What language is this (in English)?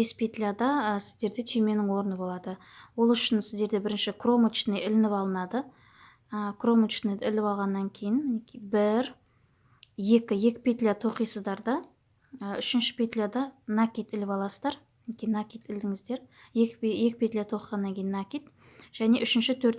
Kazakh